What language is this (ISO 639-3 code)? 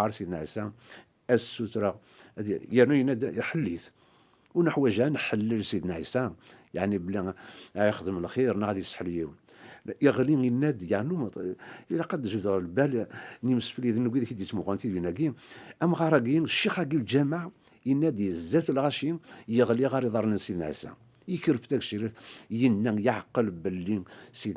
kab